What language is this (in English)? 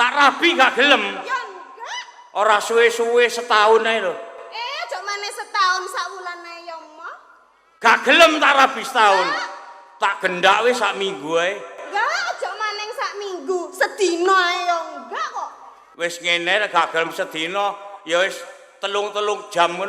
Javanese